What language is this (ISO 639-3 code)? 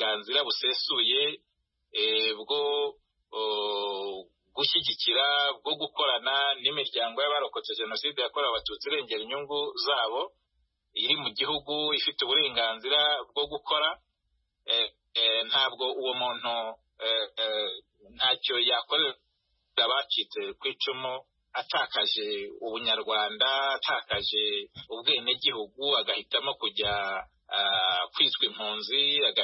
kin